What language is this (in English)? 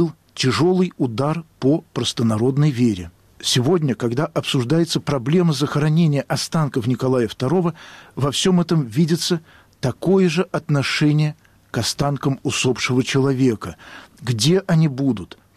Russian